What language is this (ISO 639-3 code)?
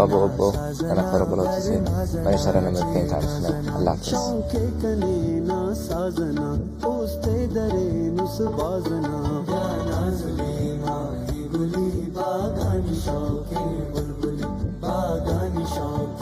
brh